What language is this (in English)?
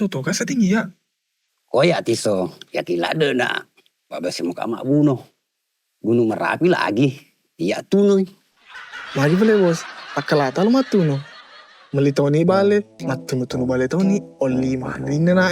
Buginese